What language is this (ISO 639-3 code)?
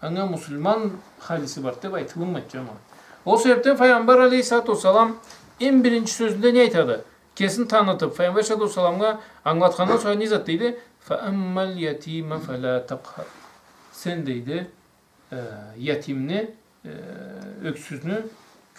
krc